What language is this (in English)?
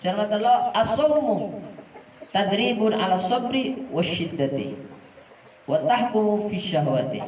Madurese